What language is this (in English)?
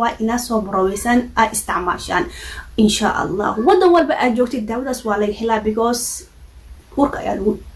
Somali